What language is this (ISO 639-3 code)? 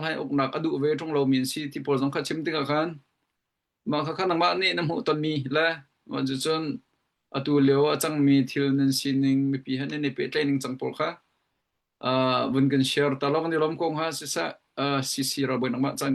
cnh